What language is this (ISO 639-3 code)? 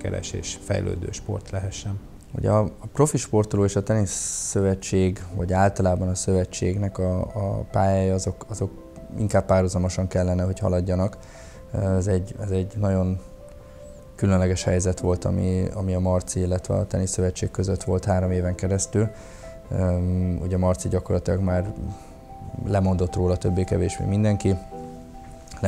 hun